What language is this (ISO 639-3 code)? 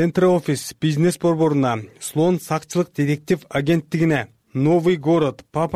kir